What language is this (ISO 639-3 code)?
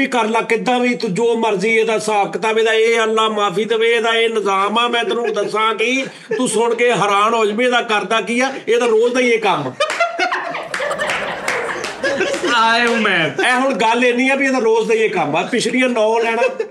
pan